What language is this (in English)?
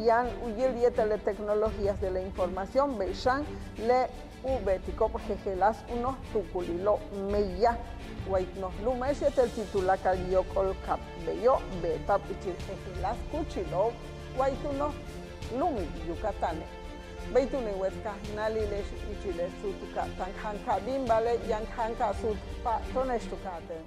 Yucateco